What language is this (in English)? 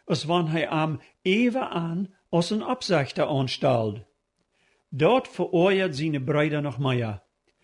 Plautdietsch